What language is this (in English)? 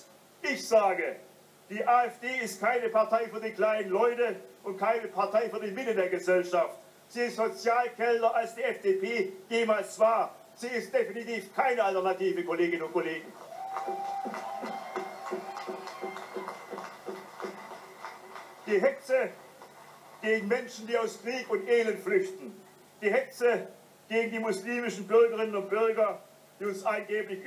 German